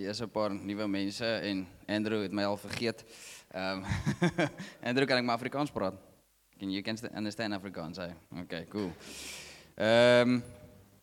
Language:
Afrikaans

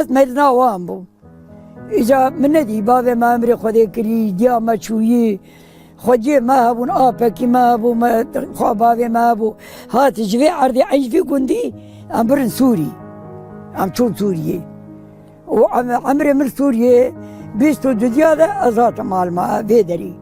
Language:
Kurdish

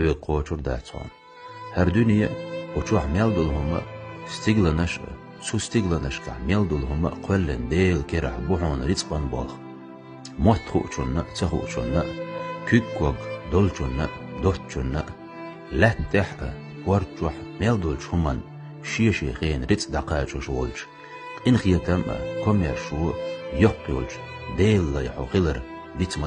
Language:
Chechen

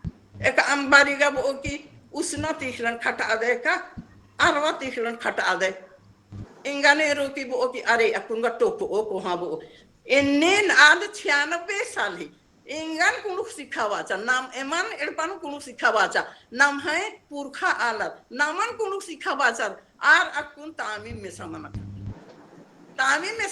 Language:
Kurukh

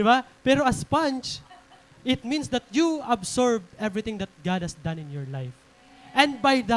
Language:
Waray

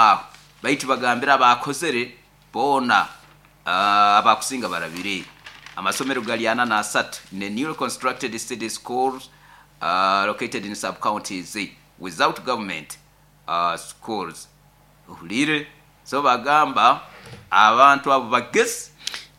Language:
Nyoro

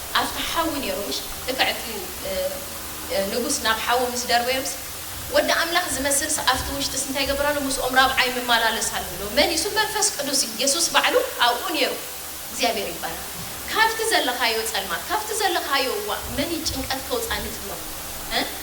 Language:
Tigrinya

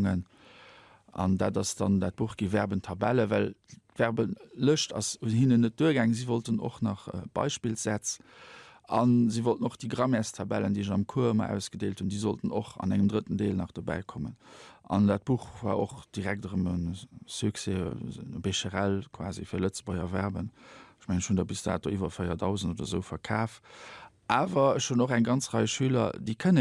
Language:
Luxembourgish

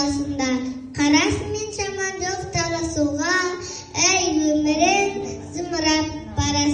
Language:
Kazakh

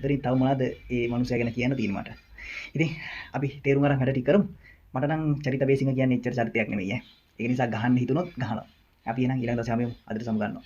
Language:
Sinhala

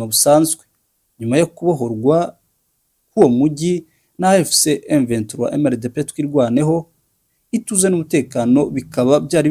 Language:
Kinyarwanda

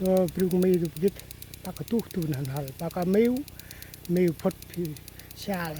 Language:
Central Mnong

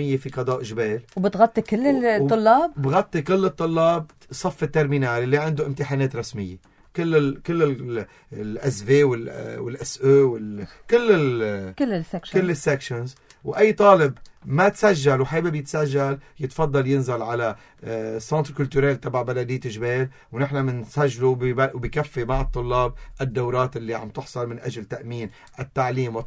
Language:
North Levantine Arabic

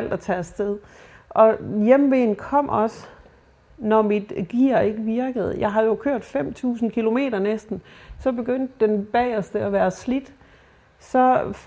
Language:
Danish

